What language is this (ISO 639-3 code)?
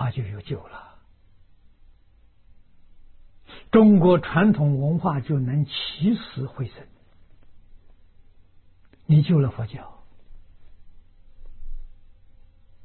zho